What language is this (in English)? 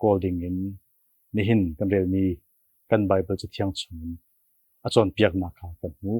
Hakha Chin